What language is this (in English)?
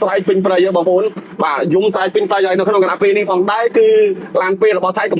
Khmer